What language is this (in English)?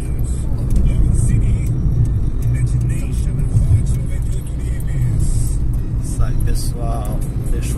Portuguese